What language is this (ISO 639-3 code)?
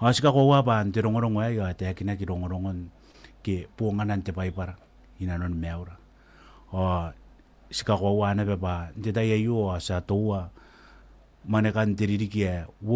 gil